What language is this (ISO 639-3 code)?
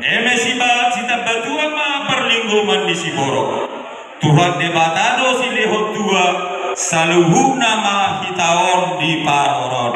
bbc